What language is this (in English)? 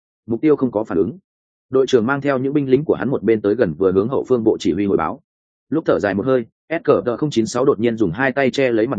Vietnamese